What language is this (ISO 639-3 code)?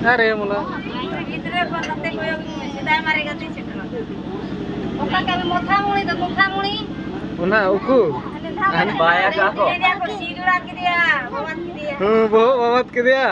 sat